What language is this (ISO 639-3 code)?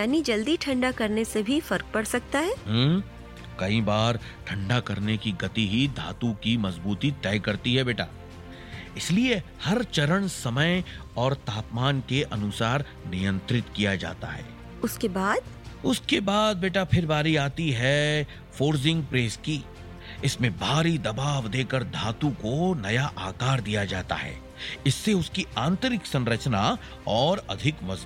hin